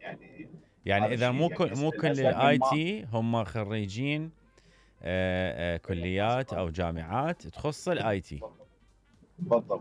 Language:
Mesopotamian Arabic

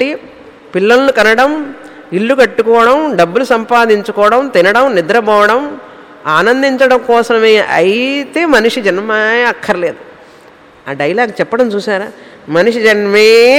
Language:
Telugu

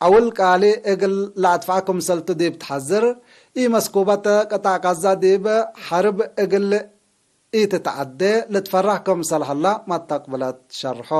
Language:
Tigre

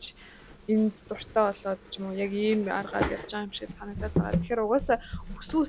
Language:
Mongolian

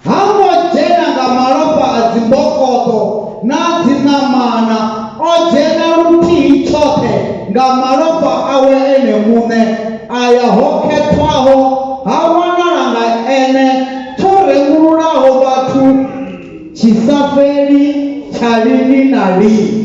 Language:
Venda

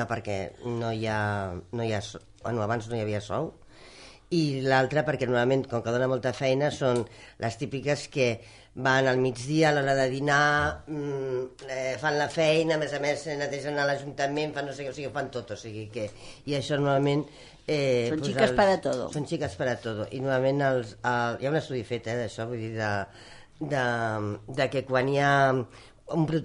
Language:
Catalan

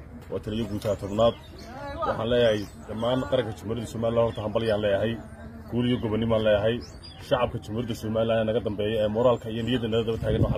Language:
Somali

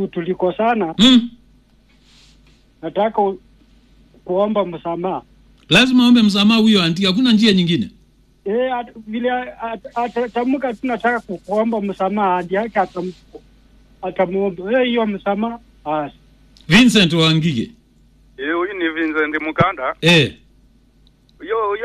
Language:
Swahili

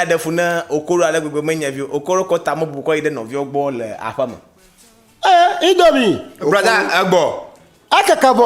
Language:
Ewe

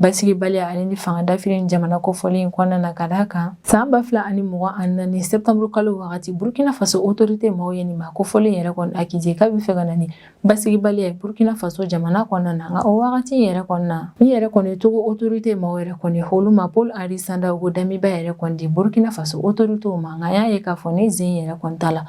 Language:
Bambara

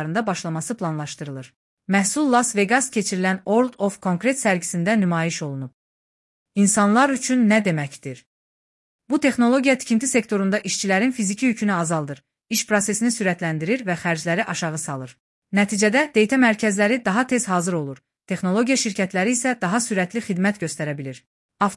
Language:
Azerbaijani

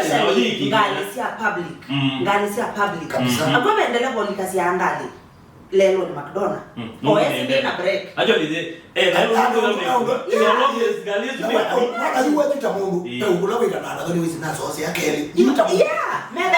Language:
Kamba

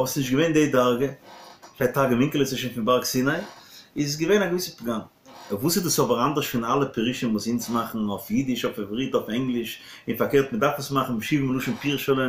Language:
Yiddish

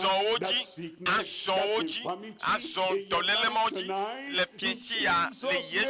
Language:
Ewe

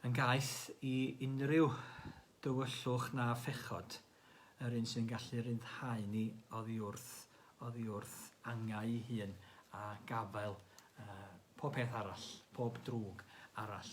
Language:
Welsh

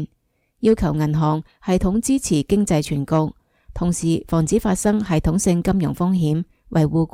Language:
Cantonese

